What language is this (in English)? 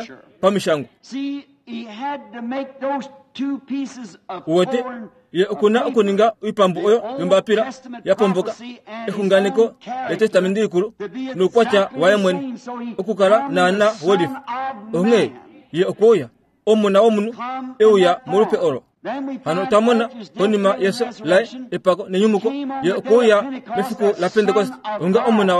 Kuanyama